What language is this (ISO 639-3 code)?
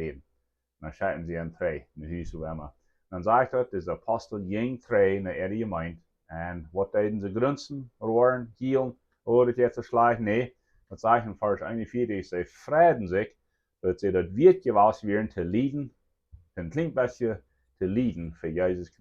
pdt